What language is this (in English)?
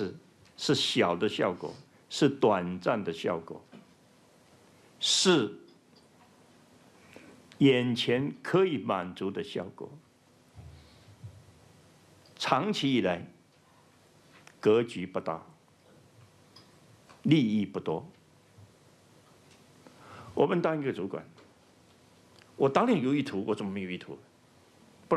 Chinese